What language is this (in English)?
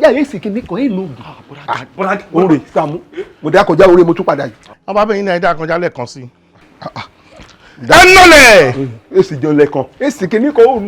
Yoruba